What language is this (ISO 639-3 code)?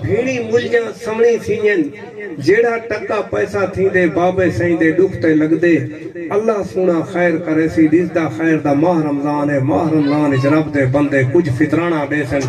skr